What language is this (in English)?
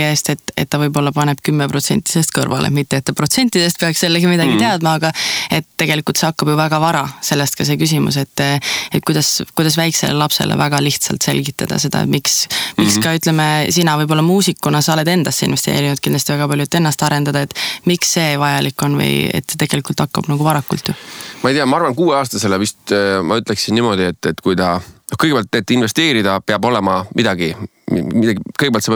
Estonian